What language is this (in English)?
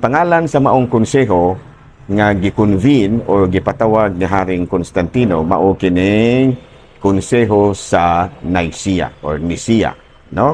Cebuano